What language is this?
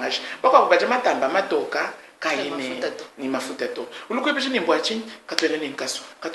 Luba-Lulua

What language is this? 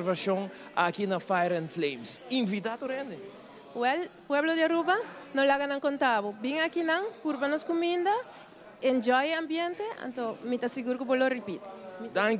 Papiamento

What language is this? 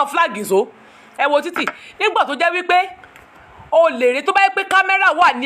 Yoruba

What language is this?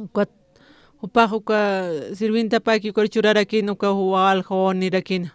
Aymara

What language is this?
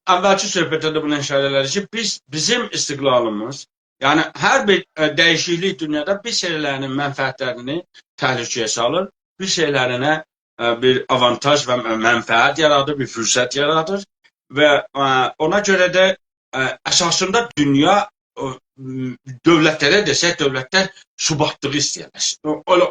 South Azerbaijani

